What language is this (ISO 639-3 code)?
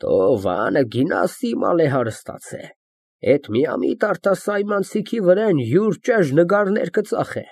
hye